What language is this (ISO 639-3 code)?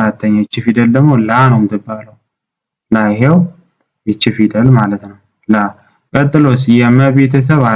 amh